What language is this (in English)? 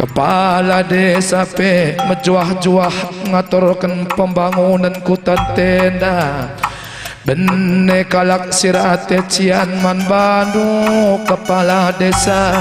Batak Karo